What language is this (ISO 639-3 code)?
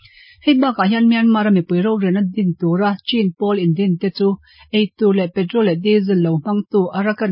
lus